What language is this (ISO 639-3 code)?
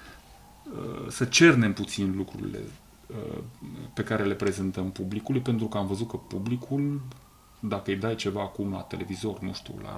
ron